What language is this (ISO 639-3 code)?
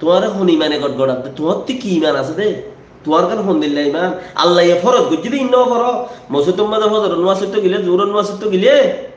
rhg